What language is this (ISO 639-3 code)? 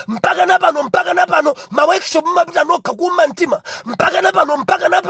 nya